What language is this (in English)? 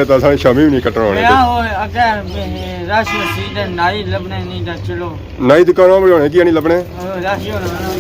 Pahari-Potwari